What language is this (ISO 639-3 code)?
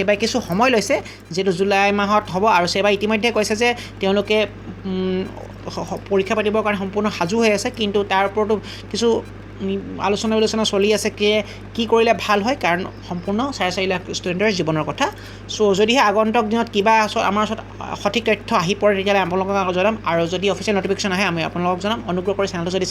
asm